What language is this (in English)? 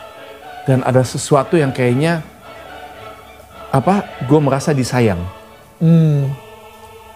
Indonesian